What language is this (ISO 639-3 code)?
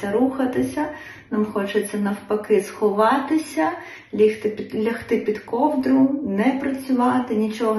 ukr